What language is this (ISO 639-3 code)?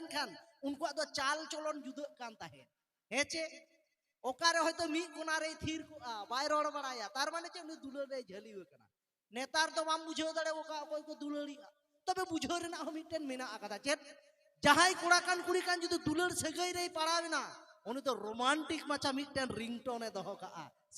sat